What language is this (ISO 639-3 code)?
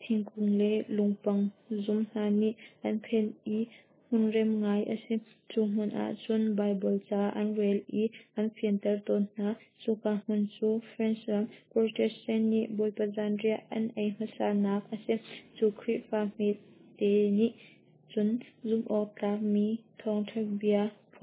cnh